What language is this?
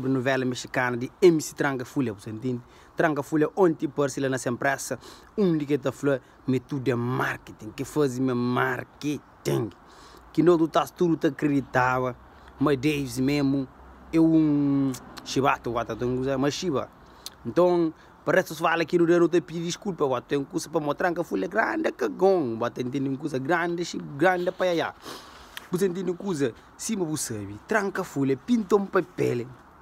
Kabuverdianu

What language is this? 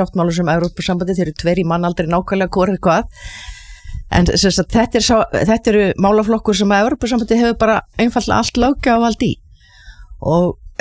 Icelandic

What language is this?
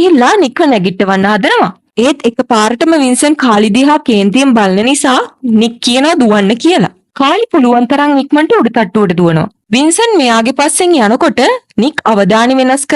Sinhala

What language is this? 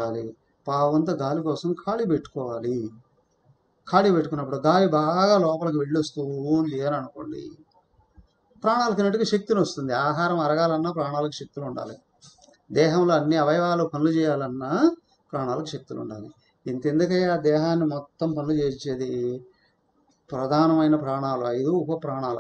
Telugu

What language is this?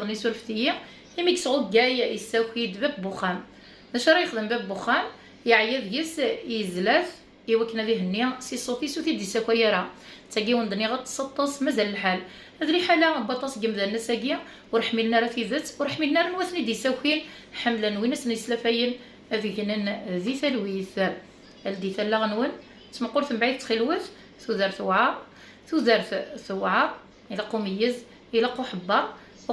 Kabyle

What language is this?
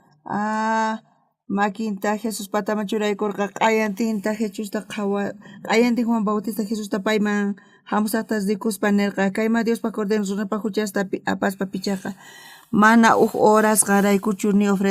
South Bolivian Quechua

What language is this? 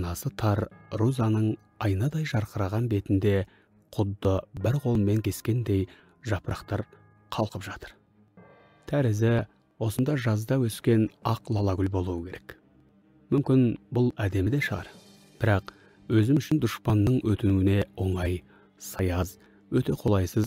Kazakh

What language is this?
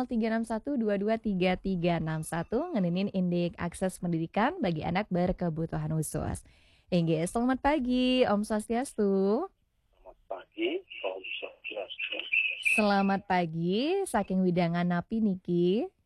Balinese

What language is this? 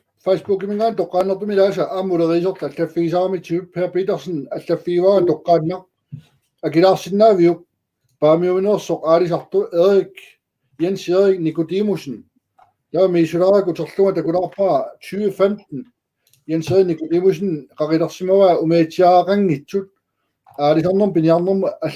Kalaallisut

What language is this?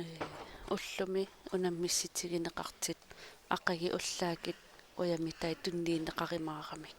Kalaallisut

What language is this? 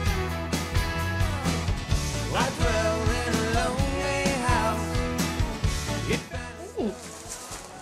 Swedish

